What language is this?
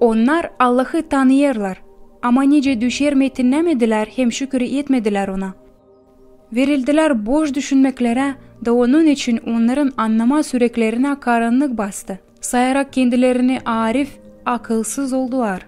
Gagauz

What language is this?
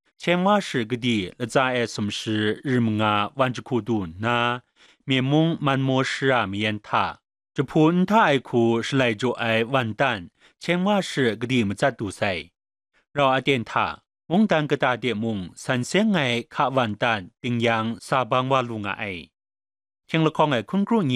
Kachin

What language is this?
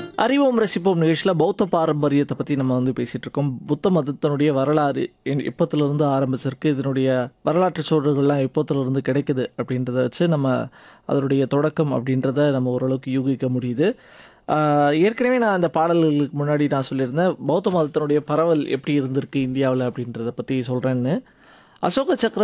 Tamil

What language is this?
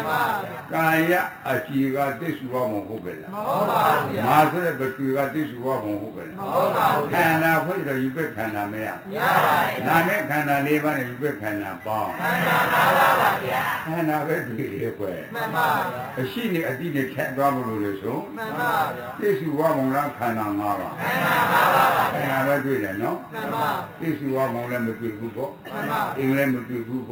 Burmese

